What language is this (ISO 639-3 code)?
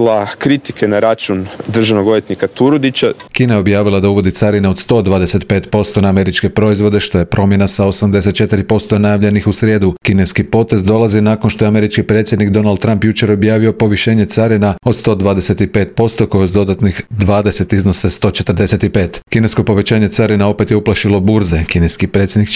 hrv